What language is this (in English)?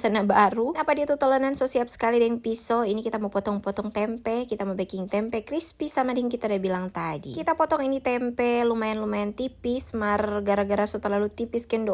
Manado Malay